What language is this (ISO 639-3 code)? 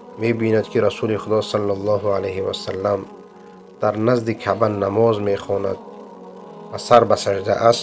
fas